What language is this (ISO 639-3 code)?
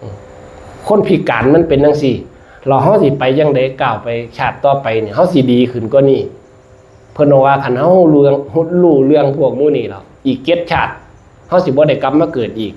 tts